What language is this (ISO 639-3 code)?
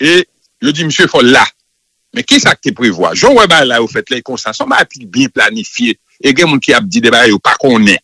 hat